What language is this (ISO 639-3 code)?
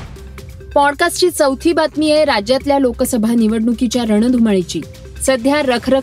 mar